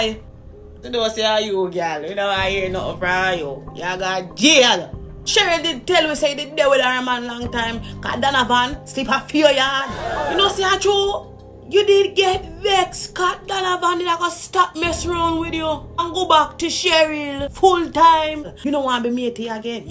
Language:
Jamaican Creole English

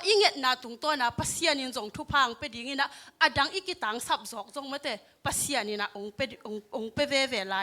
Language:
Tedim Chin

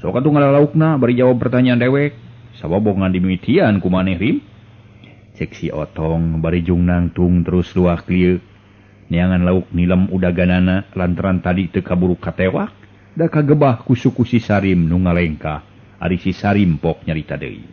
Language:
Sundanese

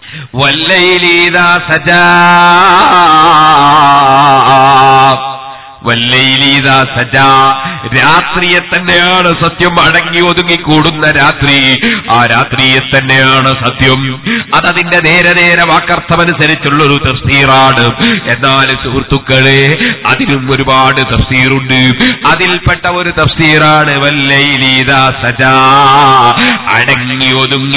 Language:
Malayalam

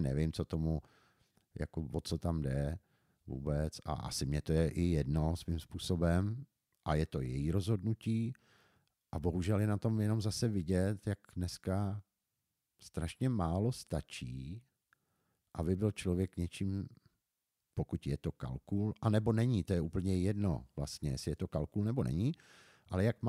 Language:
Czech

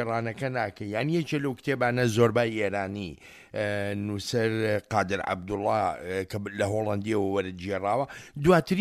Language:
Central Kurdish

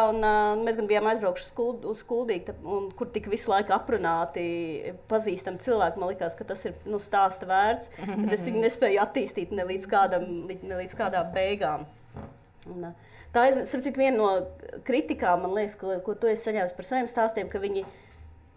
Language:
Latvian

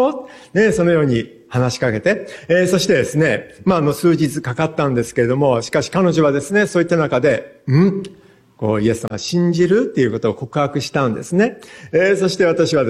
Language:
Japanese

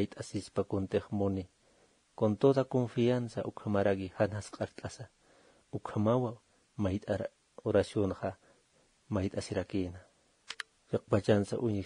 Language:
Aymara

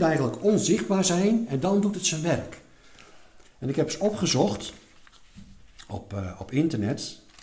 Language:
Dutch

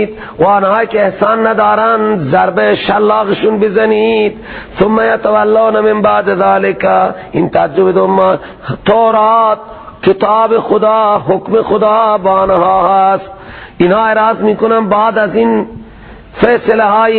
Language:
Persian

